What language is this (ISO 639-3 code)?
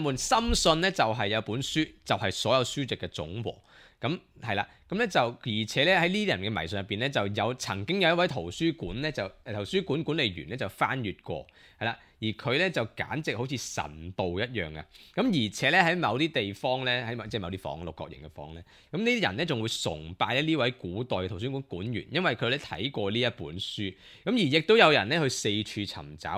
yue